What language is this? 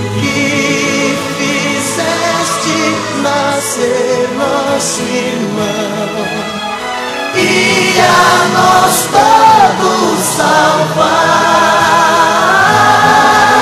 Portuguese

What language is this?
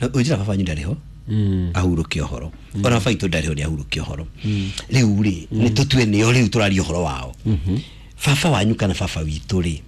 Kikuyu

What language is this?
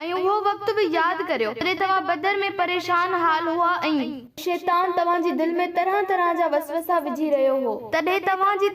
Sindhi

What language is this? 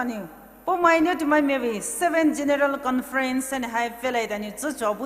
Poumei Naga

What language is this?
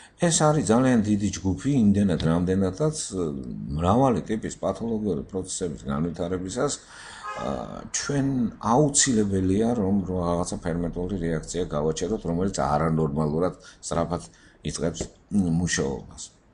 Georgian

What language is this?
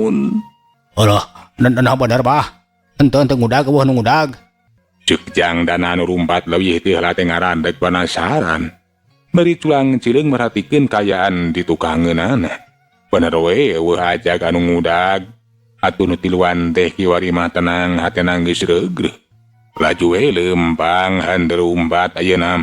Sundanese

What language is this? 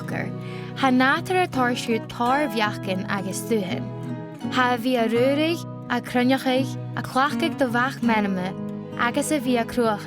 Scottish Gaelic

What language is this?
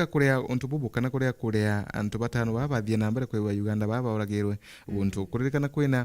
Meru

